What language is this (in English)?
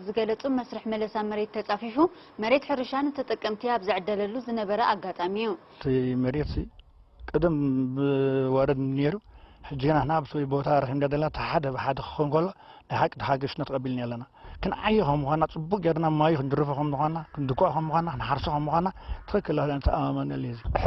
Tigrinya